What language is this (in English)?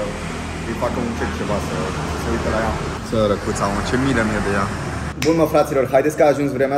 Romanian